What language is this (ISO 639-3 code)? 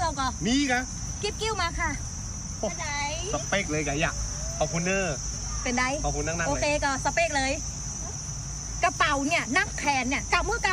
tha